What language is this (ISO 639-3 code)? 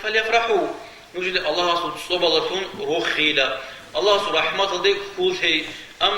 ava